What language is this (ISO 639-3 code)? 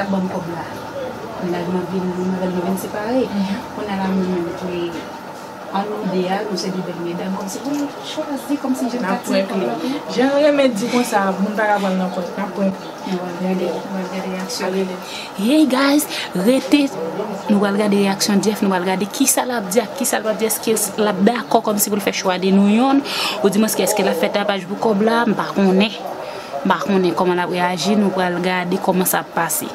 hat